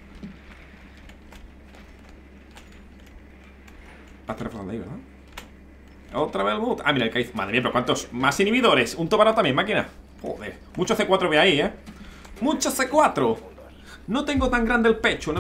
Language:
Spanish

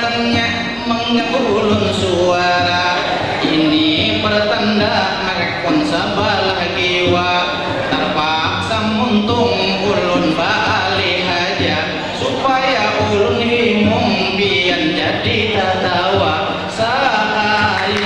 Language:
Banjar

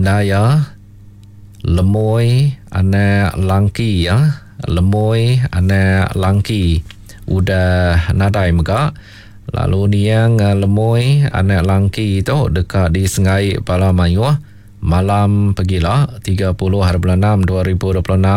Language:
Iban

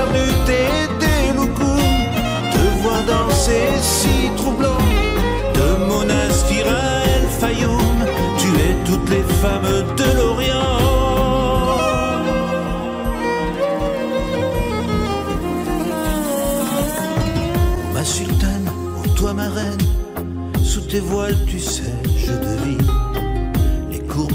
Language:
French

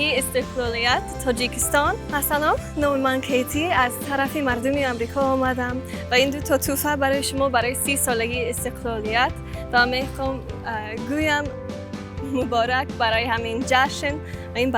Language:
Tajik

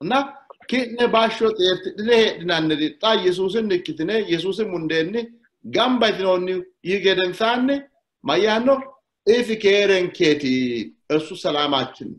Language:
Sidamo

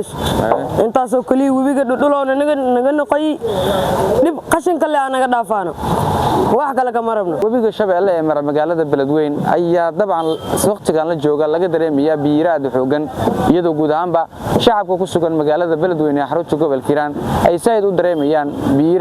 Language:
Somali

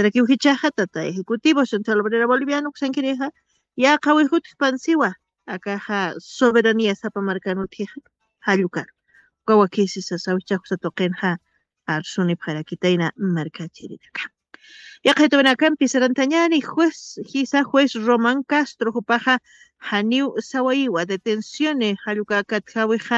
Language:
Aymara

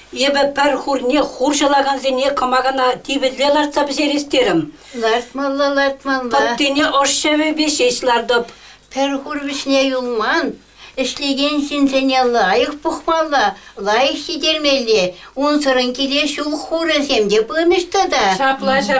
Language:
Chuvash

